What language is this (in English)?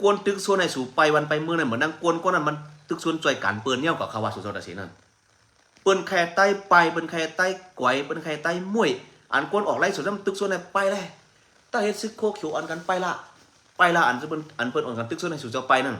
Shan